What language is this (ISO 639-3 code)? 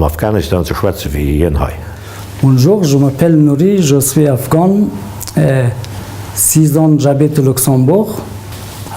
ltz